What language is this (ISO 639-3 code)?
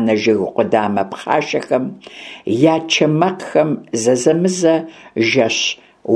kbd